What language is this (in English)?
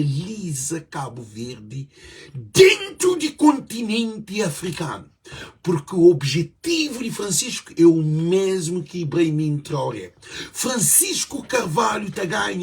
Kabuverdianu